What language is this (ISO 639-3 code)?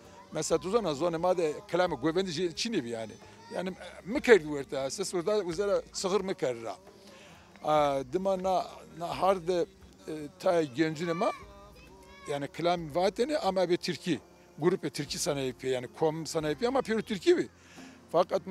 zza